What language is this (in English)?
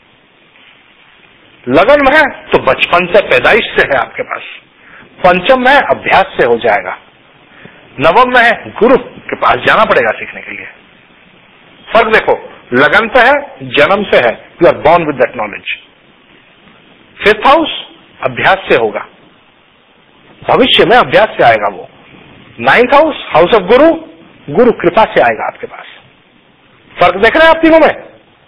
Hindi